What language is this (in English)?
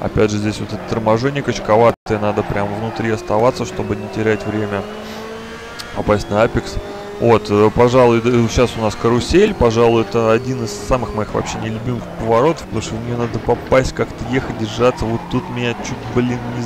Russian